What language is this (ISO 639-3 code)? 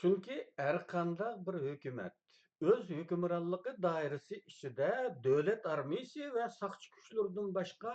uig